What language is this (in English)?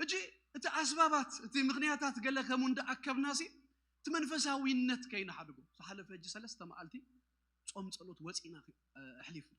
Tigrinya